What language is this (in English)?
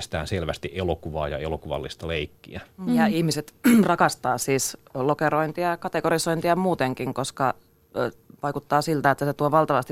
Finnish